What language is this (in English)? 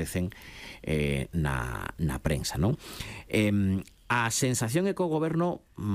Galician